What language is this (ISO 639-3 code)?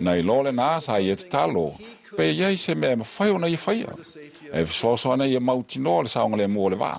smo